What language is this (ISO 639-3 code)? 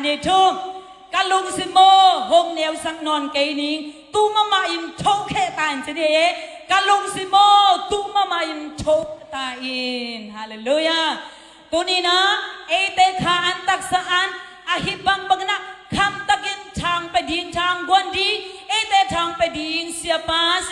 ctd